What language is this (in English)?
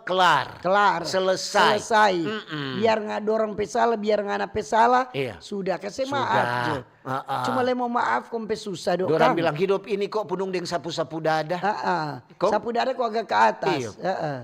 Manado Malay